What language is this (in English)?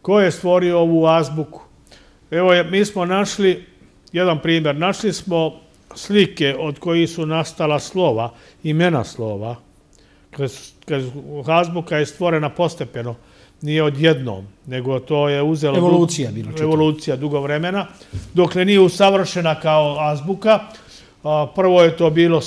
Serbian